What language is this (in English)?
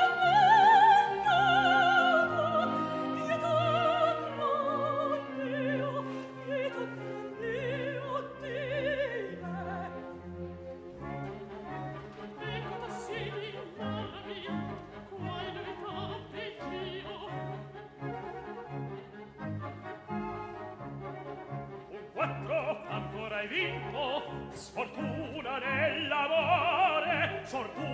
Italian